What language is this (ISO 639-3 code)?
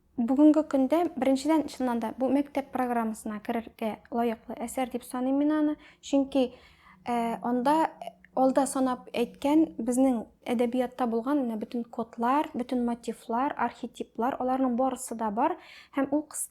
tat